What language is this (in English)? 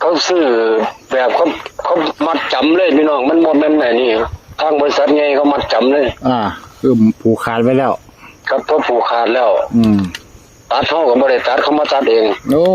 Northeastern Thai